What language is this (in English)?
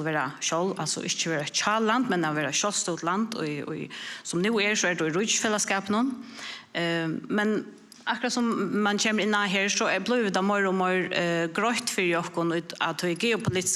Faroese